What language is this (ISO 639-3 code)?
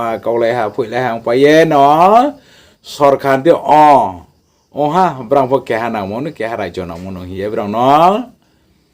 ria